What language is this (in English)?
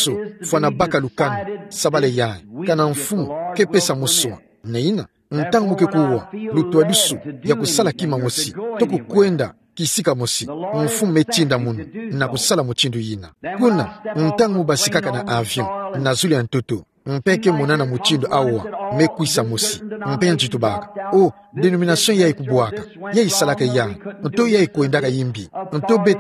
Kituba (Democratic Republic of Congo)